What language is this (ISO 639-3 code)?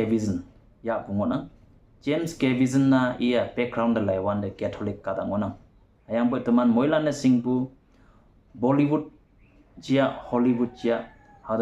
nbe